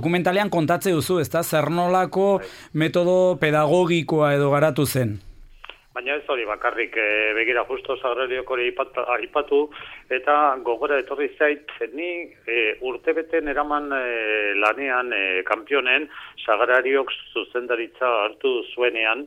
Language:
Basque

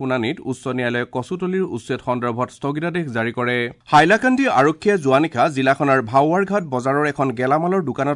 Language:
Assamese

